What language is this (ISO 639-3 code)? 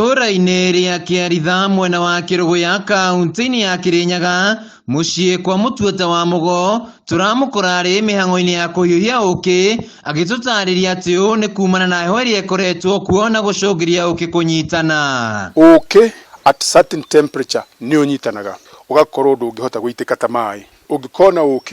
kik